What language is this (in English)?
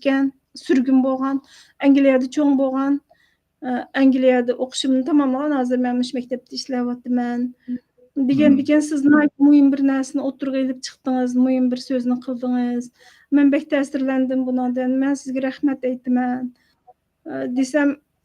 Uyghur